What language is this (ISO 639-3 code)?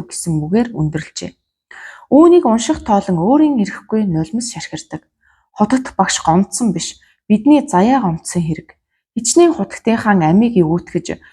mon